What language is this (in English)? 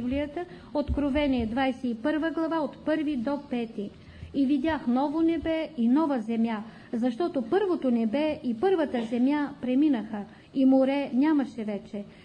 Bulgarian